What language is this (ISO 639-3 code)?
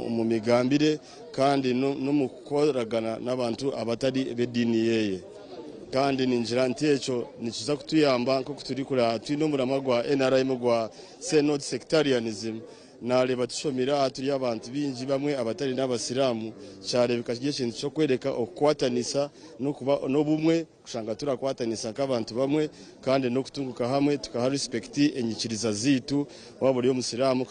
nyn